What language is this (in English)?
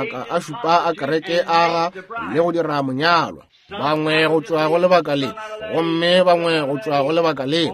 Northern Sotho